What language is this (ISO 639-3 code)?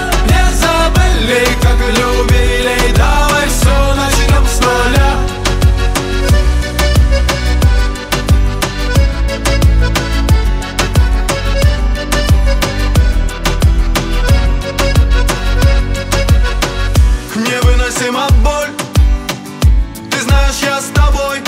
rus